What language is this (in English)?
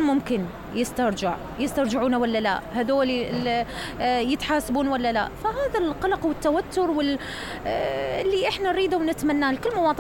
Mesopotamian Arabic